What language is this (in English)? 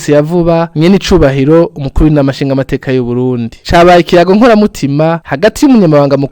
Rundi